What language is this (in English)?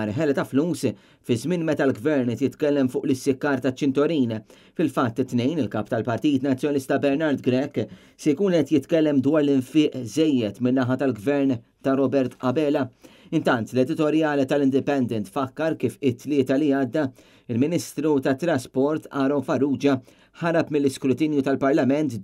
Maltese